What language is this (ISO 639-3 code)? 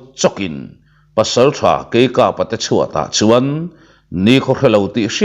lus